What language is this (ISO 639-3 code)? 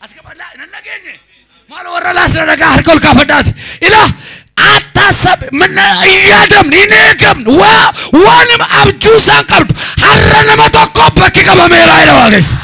orm